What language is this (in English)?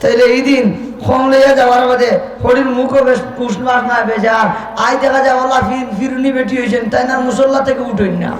Sylheti